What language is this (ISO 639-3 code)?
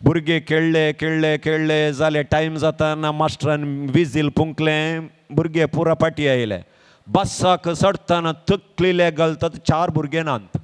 kok